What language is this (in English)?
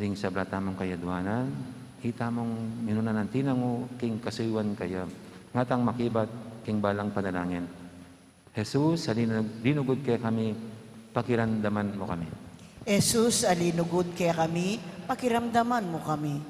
Pampanga